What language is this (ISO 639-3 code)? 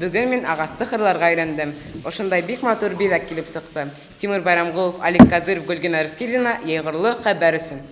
bak